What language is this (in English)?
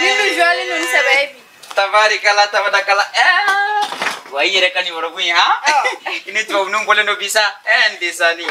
Bambara